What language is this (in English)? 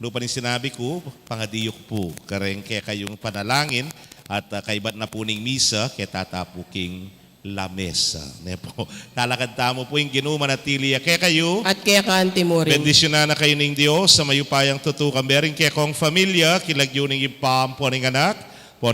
Pampanga